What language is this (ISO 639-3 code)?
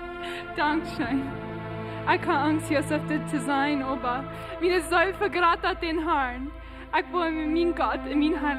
pdt